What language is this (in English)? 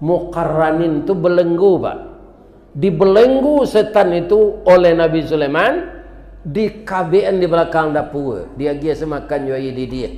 Minangkabau